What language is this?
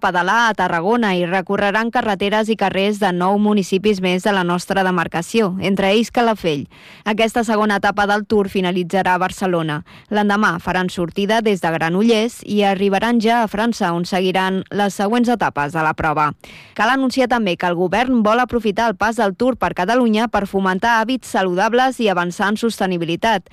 Catalan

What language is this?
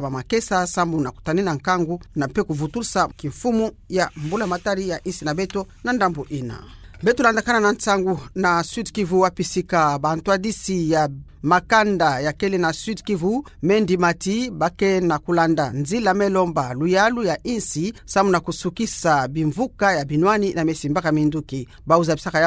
Kituba (Democratic Republic of Congo)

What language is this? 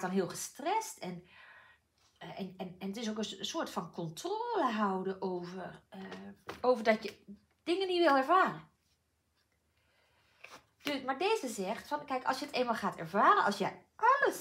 Dutch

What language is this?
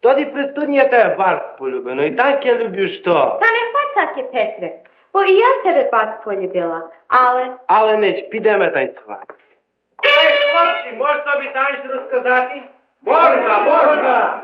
Rusyn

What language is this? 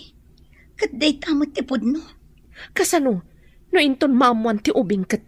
Iloko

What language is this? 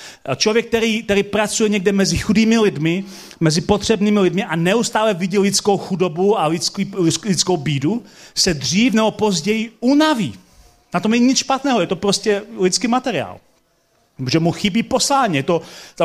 Czech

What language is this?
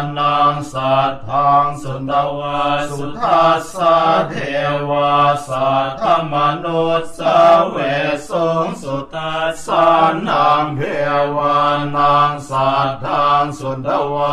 Pali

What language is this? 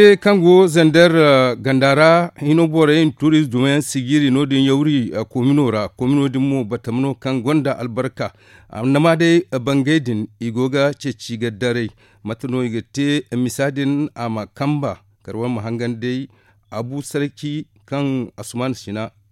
Zarma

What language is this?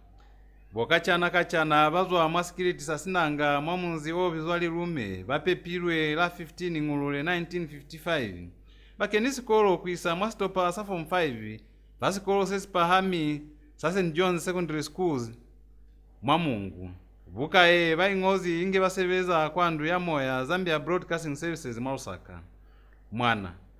Lozi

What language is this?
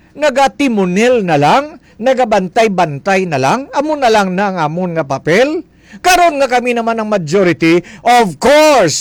Hiligaynon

